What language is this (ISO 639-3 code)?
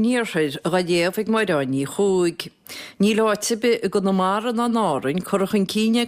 gle